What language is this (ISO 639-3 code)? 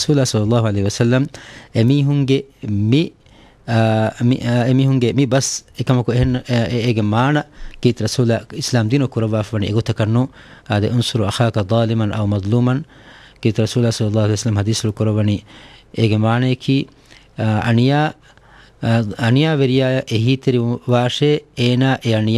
div